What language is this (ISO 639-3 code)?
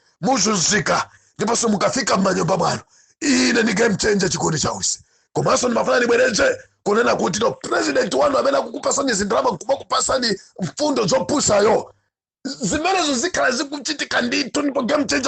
nya